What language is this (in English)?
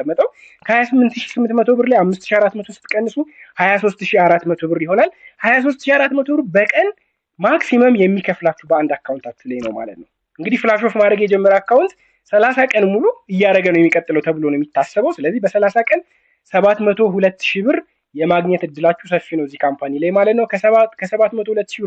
Amharic